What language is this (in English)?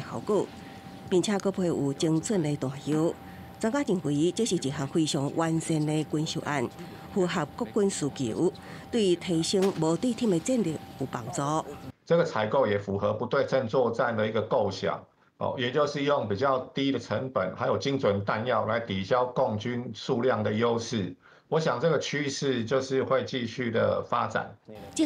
Min Nan Chinese